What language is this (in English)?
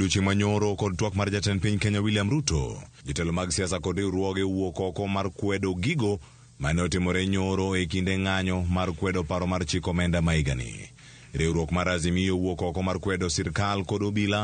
Luo (Kenya and Tanzania)